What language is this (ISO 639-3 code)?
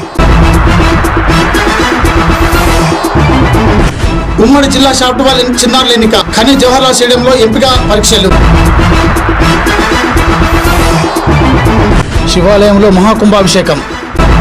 tel